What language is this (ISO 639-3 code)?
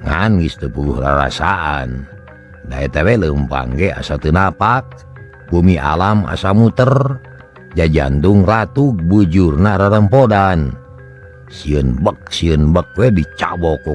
sun